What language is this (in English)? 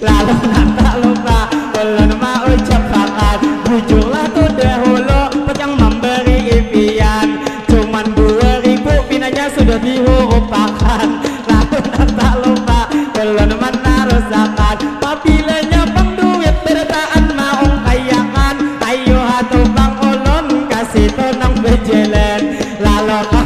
Banjar